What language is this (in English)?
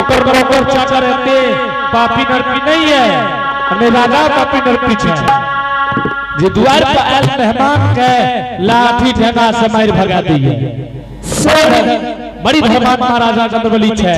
Angika